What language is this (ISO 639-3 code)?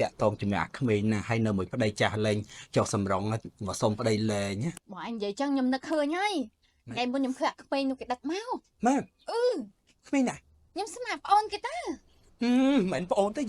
khm